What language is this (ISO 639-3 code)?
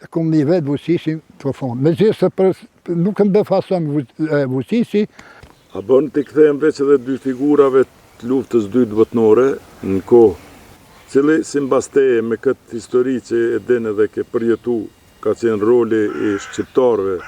sqi